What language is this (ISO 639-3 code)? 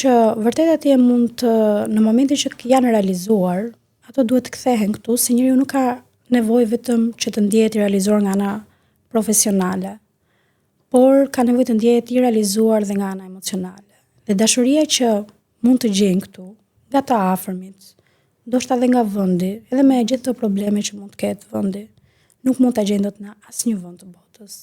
sqi